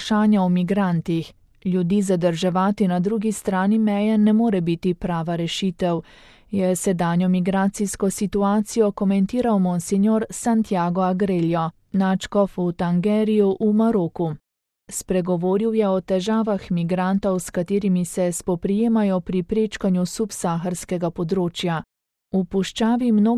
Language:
Slovenian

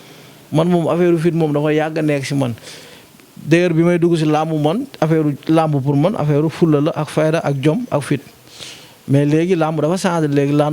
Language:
Wolof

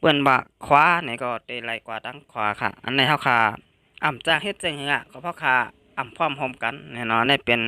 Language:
Shan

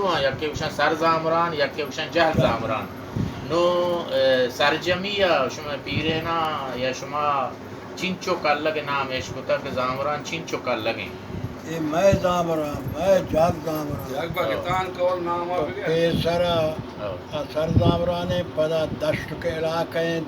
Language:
Baluchi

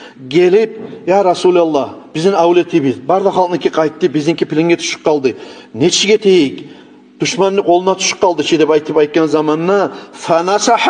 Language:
Kumyk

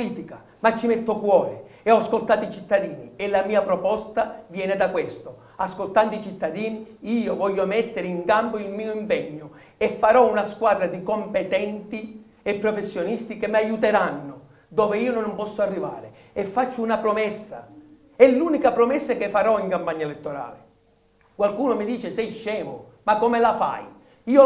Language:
Italian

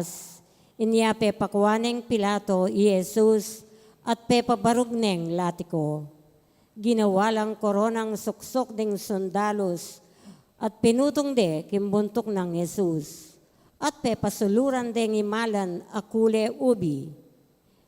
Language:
Pampanga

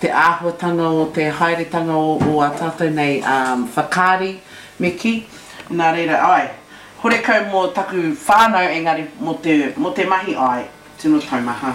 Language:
Māori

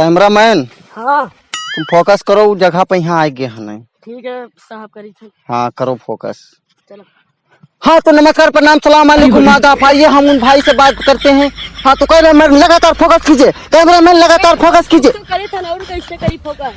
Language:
Awadhi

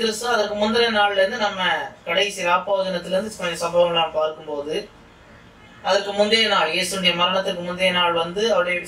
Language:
Tamil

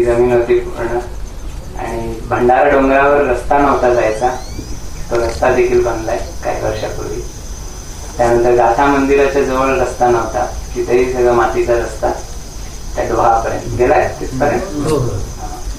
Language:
Marathi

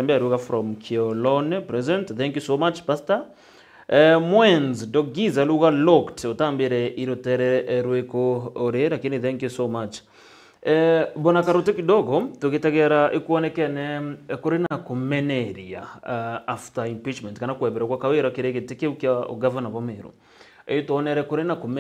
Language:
Meru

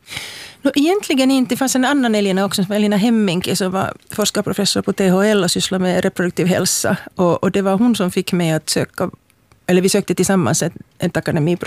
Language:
Swedish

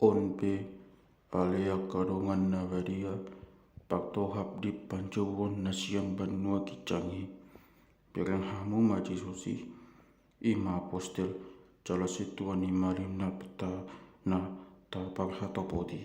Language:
Batak Toba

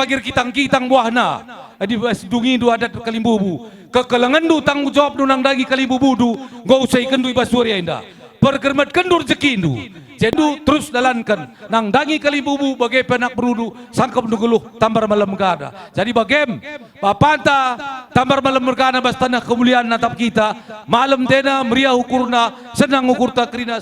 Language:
Batak Karo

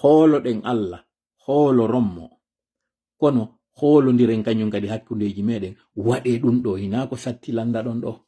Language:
Fula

